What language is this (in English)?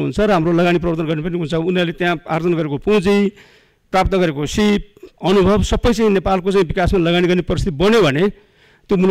Nepali